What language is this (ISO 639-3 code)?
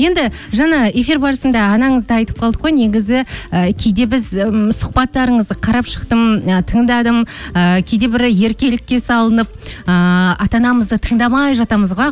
kaz